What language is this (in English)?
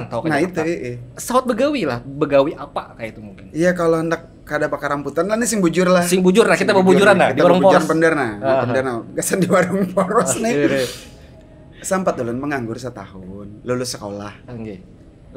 Banjar